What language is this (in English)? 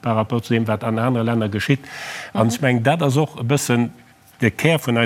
Luxembourgish